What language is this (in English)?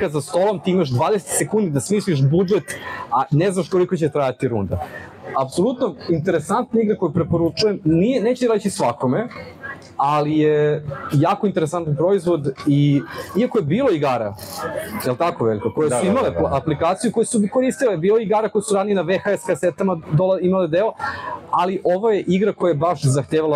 Serbian